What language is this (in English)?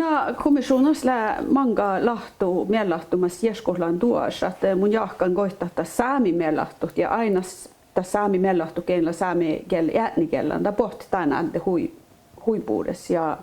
Northern Sami